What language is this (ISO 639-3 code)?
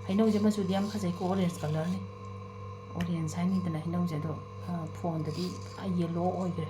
mni